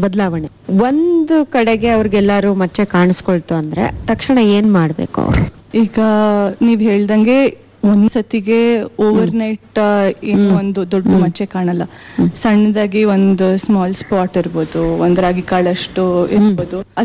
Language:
Kannada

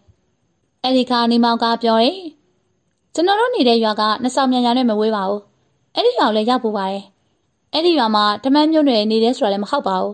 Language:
Burmese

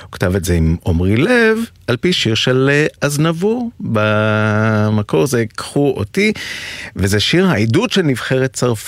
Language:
Hebrew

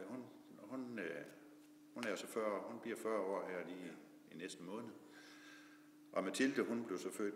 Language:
Danish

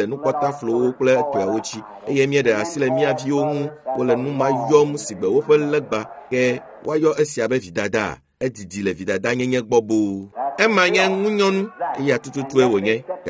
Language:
Ewe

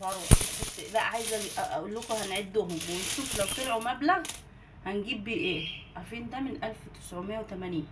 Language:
Egyptian Arabic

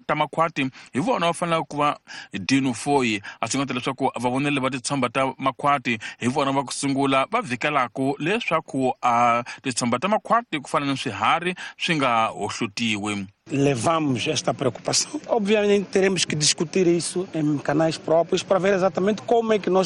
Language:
Tsonga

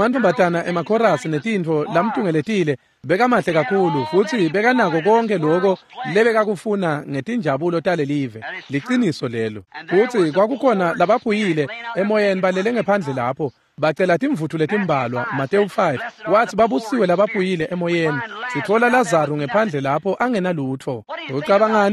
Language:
Swati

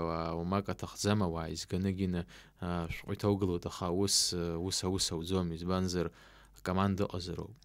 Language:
Abkhazian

